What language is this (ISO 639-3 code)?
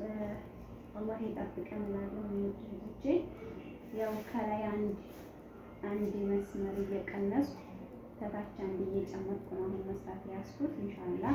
amh